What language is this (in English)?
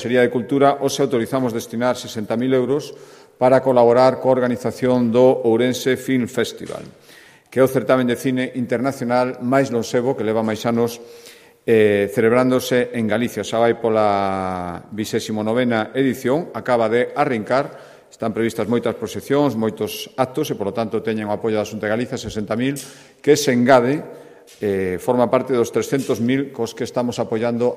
Galician